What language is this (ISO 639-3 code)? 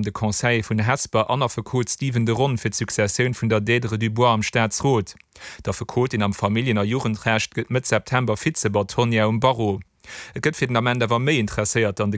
ltz